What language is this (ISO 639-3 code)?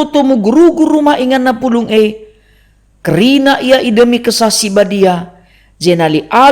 btx